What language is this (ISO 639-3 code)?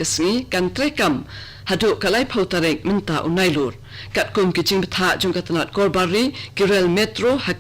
kha